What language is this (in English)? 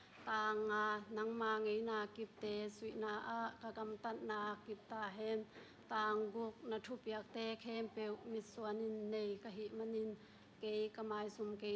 Tedim Chin